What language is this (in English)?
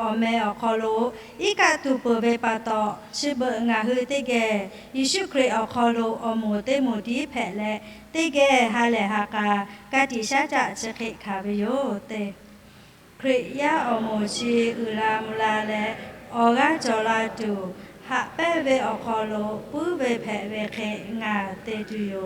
Lahu